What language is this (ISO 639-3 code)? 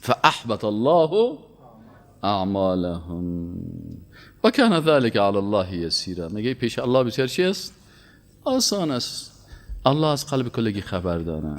fas